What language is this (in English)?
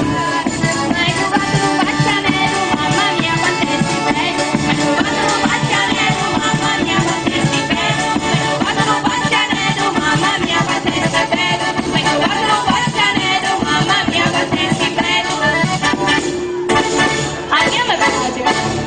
Italian